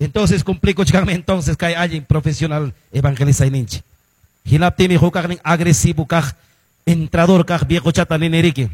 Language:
Ayacucho Quechua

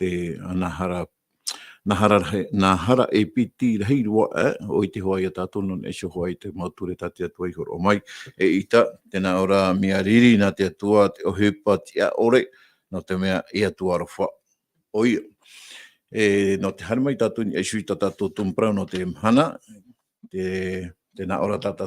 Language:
Tahitian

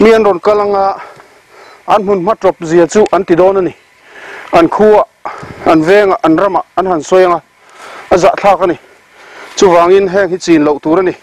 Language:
Mizo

